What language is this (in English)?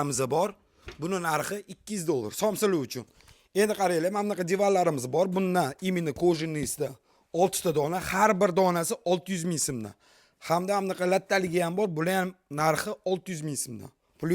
Uzbek